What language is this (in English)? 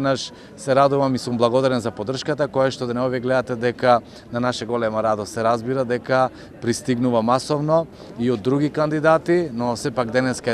Macedonian